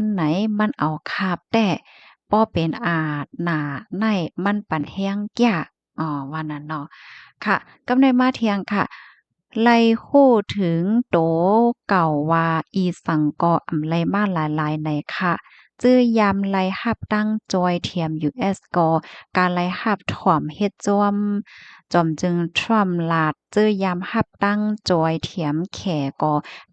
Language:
Shan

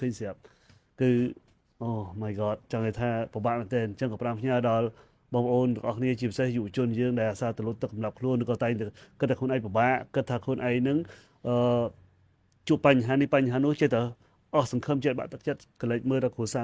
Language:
Khmer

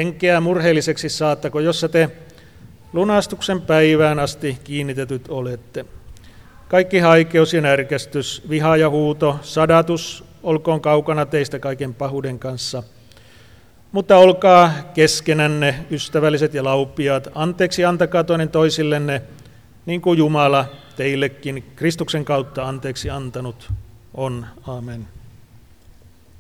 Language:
Finnish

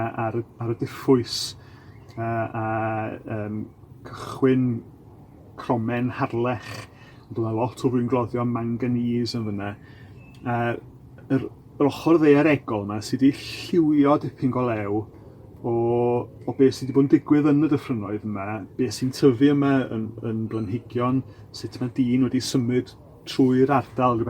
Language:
Welsh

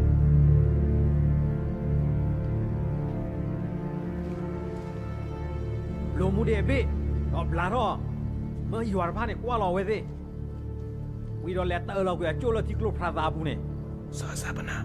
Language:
S'gaw Karen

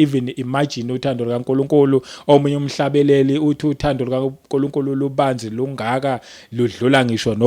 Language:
Zulu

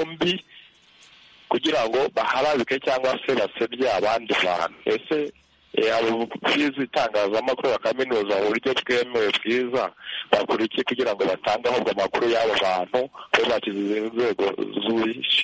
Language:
Kinyarwanda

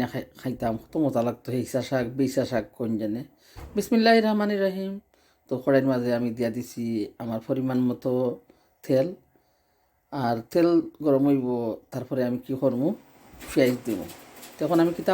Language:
Sylheti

